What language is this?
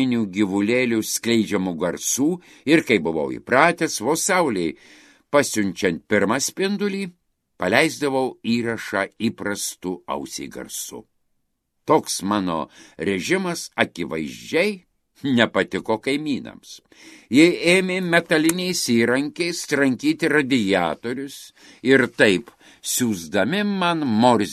Lithuanian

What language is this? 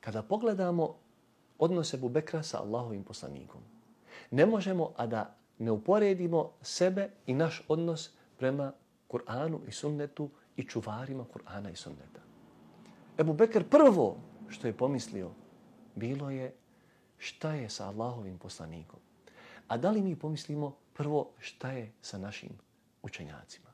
Bosnian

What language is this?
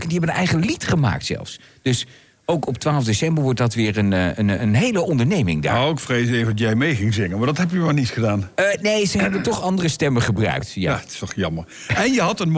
Dutch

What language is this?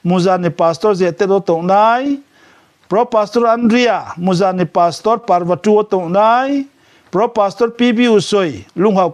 Riang (India)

